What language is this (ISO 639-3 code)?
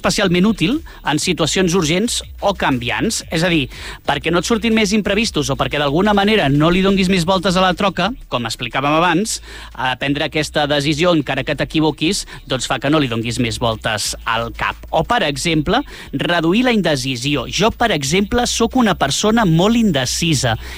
cat